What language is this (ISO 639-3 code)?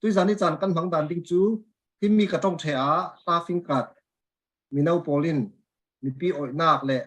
cfm